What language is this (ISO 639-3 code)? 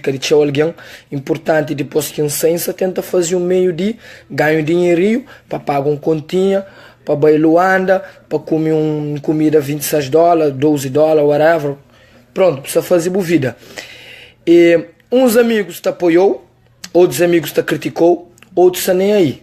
kea